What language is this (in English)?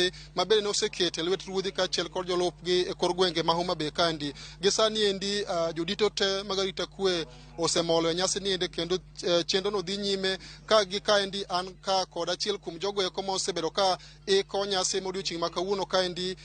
Luo (Kenya and Tanzania)